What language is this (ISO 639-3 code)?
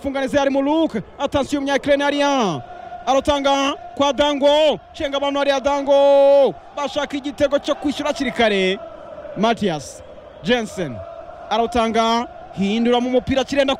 kin